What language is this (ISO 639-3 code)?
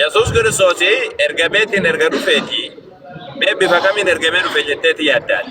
orm